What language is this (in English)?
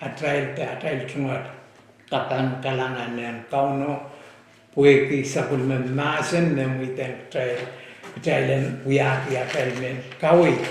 Pohnpeian